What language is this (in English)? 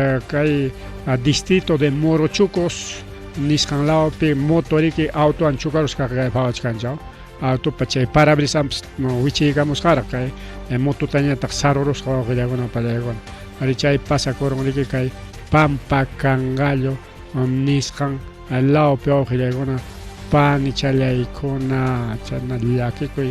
Ayacucho Quechua